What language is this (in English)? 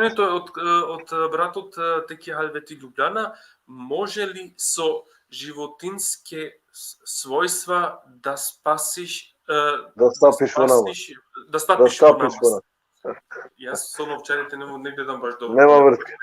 Balkan Romani